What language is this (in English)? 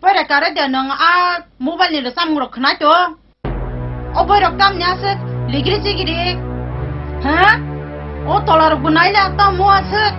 Kok Borok